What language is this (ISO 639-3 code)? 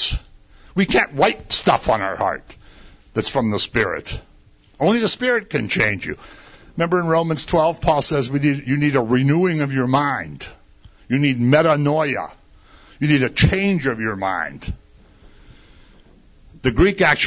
eng